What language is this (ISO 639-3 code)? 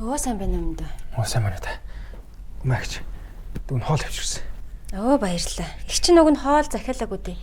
mon